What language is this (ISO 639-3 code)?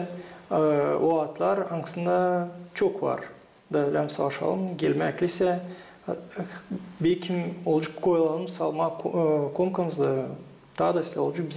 gag